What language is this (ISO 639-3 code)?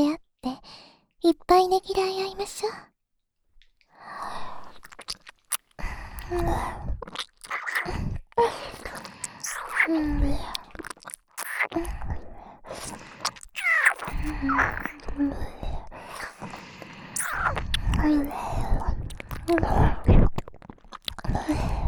jpn